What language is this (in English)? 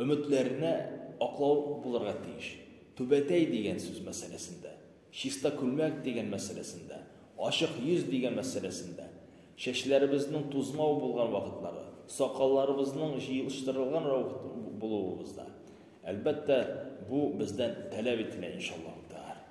Tatar